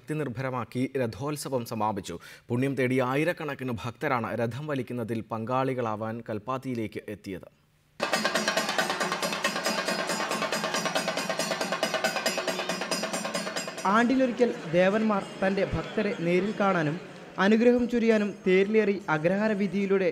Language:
Malayalam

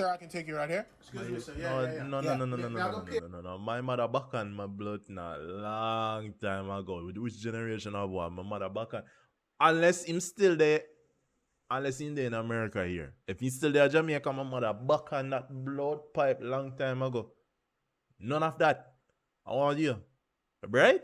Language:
Jamaican Creole English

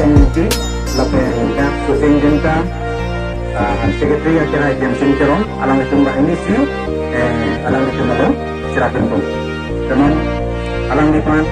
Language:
Karbi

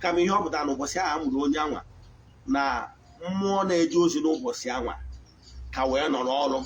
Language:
Igbo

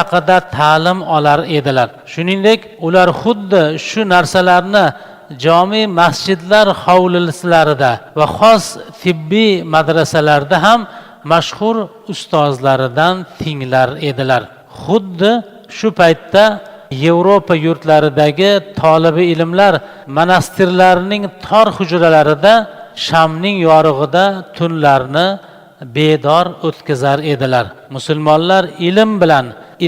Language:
Uzbek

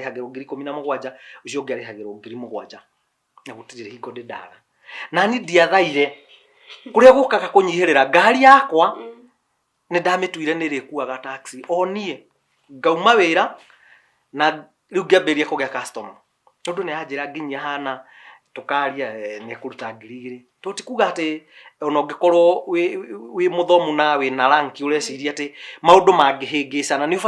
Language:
Kikuyu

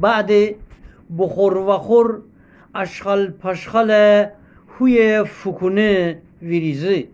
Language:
Gilaki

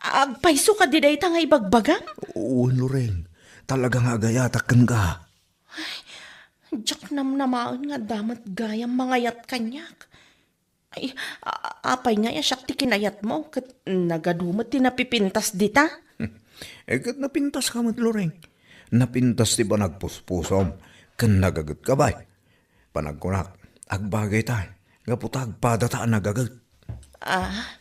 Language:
Iloko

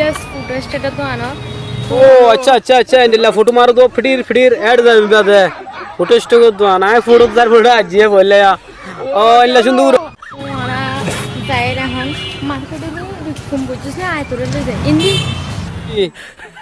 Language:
Rohingya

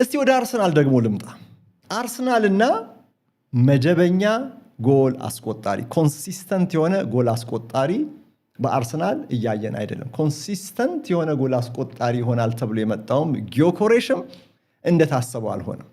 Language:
Amharic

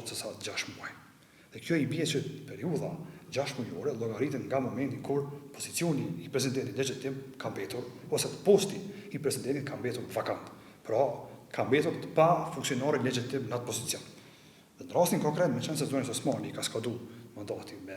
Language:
Albanian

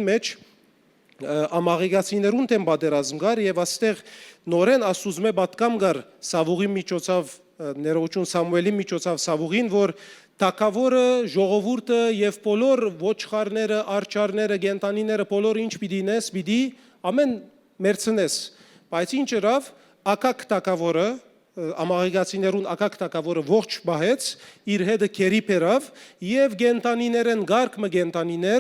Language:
Western Armenian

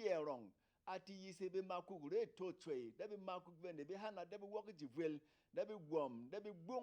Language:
Berom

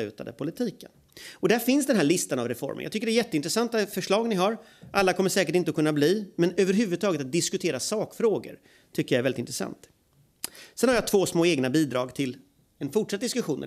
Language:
Swedish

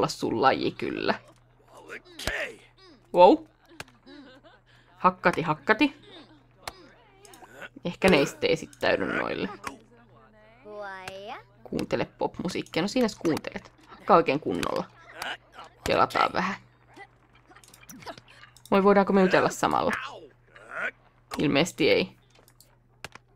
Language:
Finnish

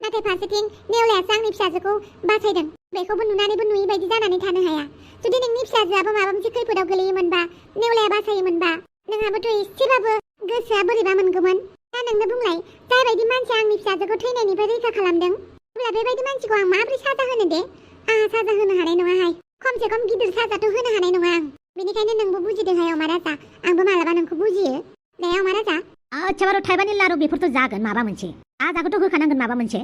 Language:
Bodo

